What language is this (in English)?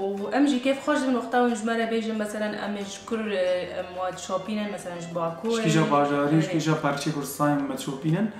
Kurdish